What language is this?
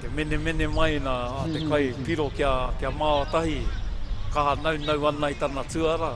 Māori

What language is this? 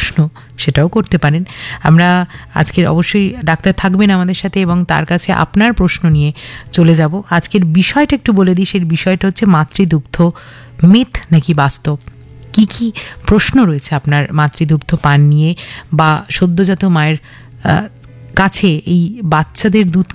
Bangla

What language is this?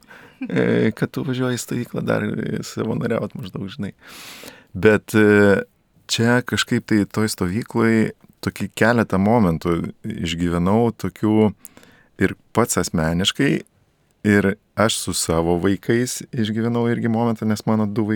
Lithuanian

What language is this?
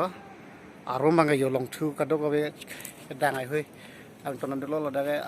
Karbi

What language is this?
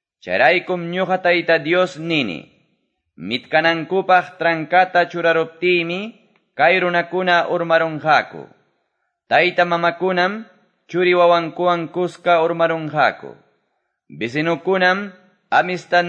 Quechua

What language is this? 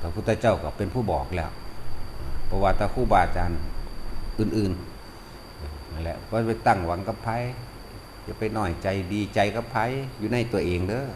Northeastern Thai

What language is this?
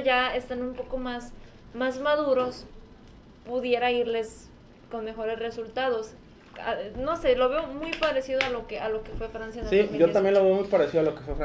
Spanish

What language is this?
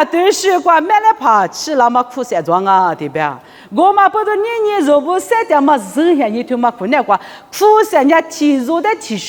Lisu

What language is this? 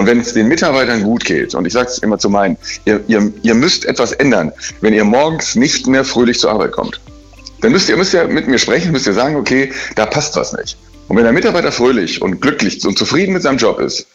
German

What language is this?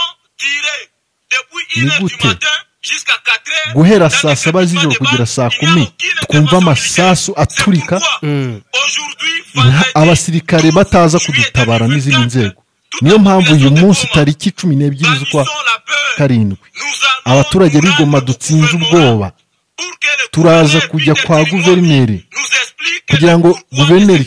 Kinyarwanda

